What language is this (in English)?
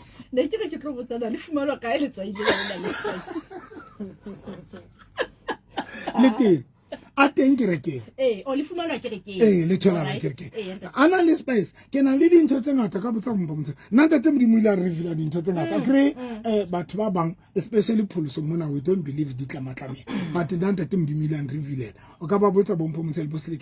Southern Sotho